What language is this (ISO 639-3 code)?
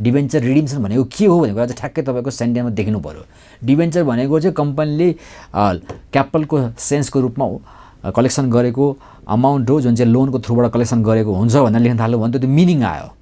nep